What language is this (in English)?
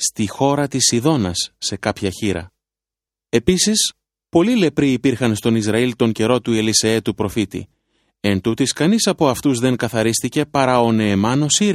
Greek